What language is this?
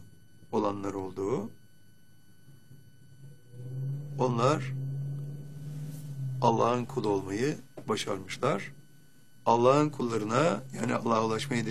Turkish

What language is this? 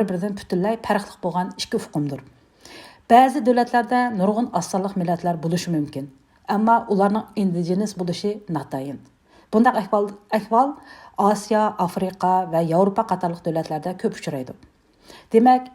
Uyghur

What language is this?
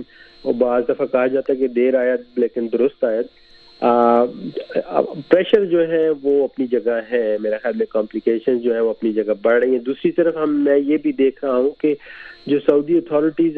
Urdu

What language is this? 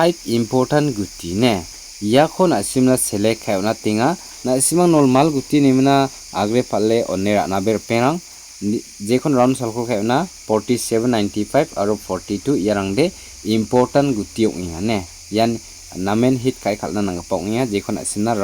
Garo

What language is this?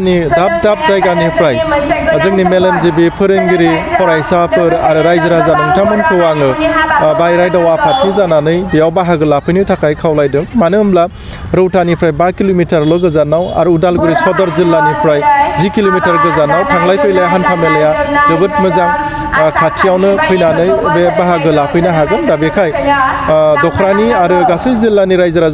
Bodo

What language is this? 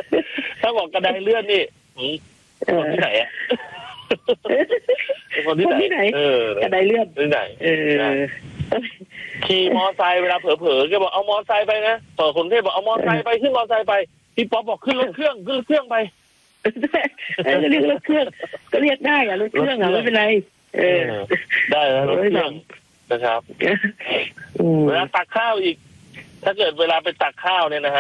Thai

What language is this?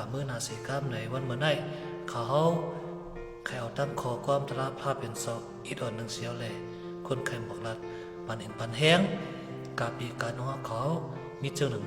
Shan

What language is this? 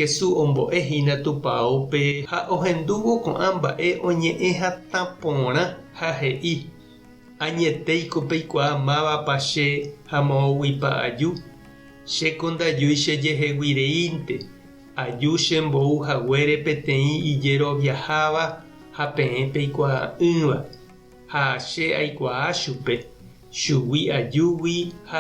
Guarani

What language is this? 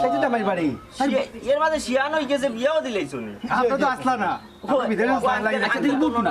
Sylheti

